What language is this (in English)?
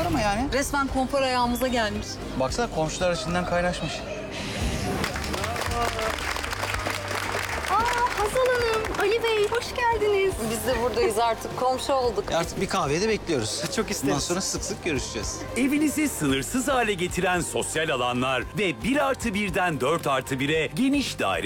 Turkish